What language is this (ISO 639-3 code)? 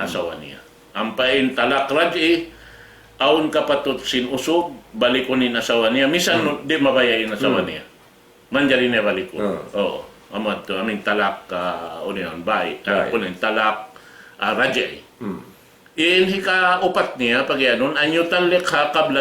tsg